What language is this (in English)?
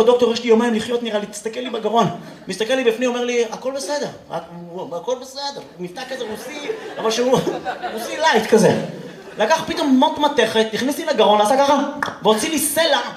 Hebrew